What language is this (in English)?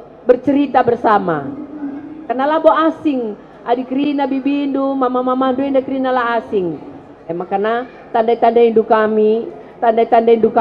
Batak Karo